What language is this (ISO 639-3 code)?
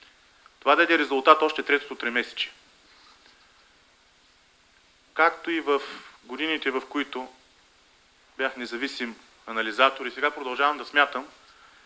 bul